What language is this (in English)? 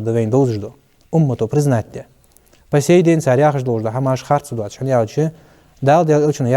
Ingush